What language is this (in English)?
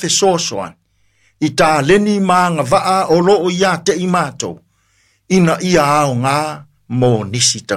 Samoan